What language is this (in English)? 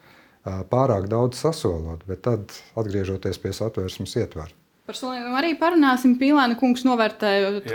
Latvian